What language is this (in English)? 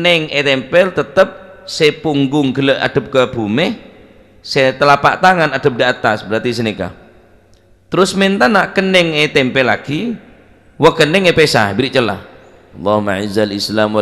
Madurese